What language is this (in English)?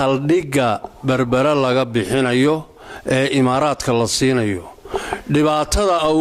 Somali